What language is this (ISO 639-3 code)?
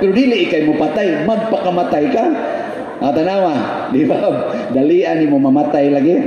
ceb